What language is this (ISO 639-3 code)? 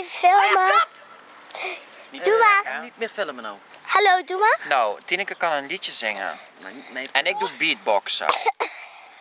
nld